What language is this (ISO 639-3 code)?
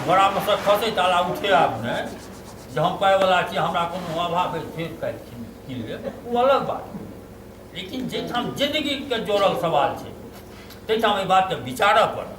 mai